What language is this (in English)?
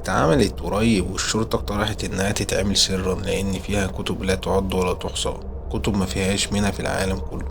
Egyptian Arabic